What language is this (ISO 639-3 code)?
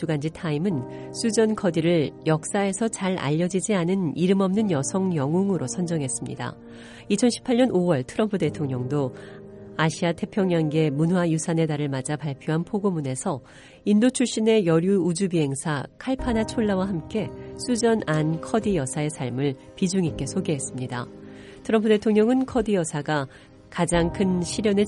kor